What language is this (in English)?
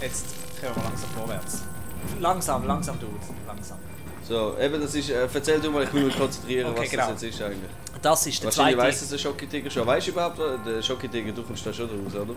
Swiss German